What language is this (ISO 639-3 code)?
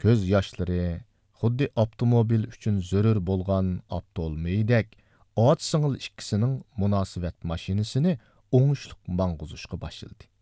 uig